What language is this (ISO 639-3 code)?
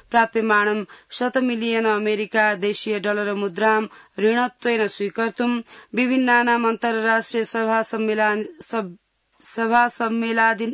san